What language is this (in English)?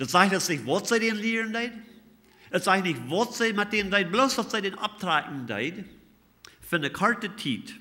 Plautdietsch